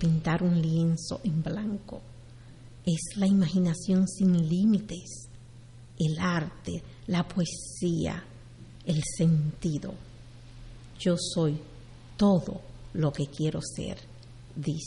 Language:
Spanish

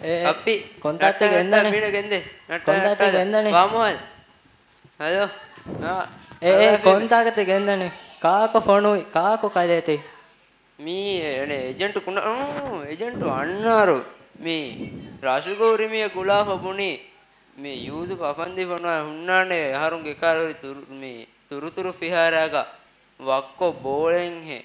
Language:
Divehi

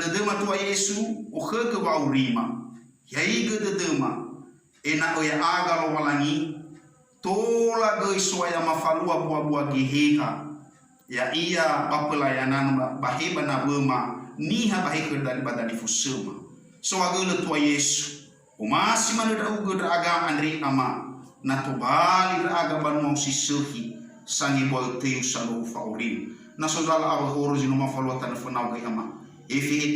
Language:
Nias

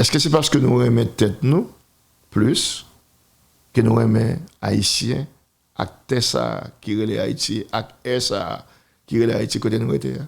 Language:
Haitian Creole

